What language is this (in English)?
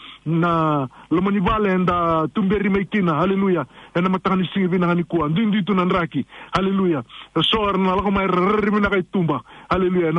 Fijian